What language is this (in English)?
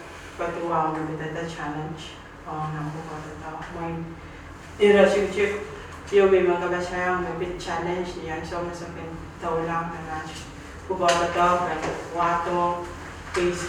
Pohnpeian